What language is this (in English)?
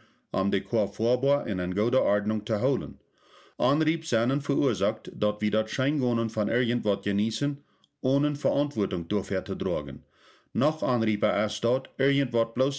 Plautdietsch